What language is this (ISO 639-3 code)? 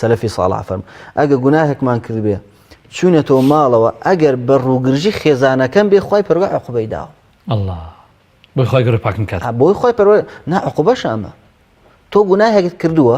ckb